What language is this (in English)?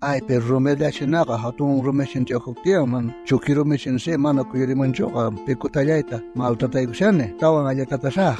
South Bolivian Quechua